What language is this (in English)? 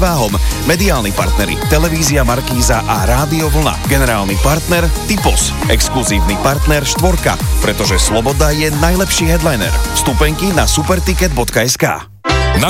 Slovak